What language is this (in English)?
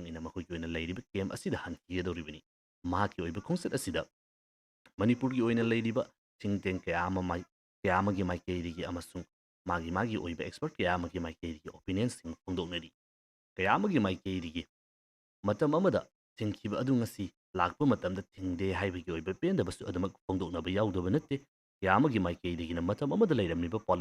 Manipuri